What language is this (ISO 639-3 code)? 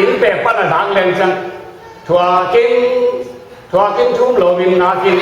ctd